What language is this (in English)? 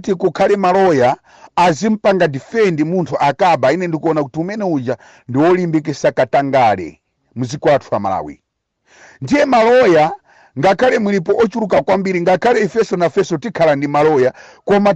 Nyanja